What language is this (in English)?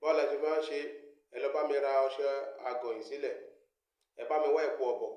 Yoruba